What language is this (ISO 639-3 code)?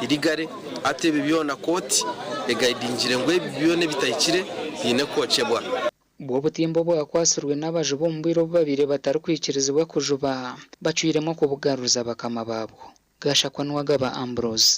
nyn